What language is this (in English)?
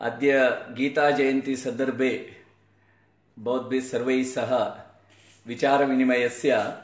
Sanskrit